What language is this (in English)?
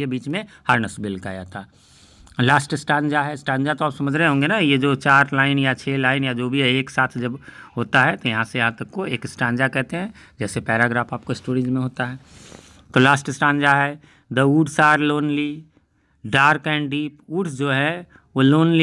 Hindi